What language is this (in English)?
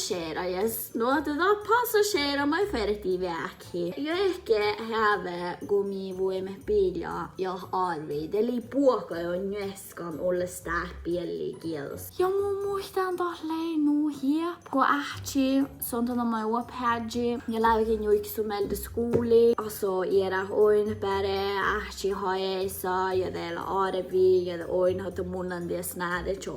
Northern Sami